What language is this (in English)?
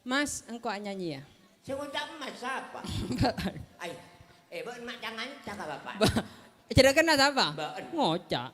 Madurese